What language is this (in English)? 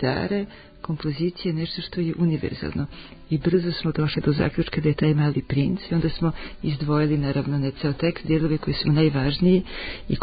Serbian